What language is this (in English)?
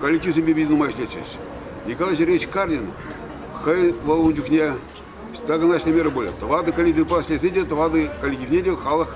Chuvash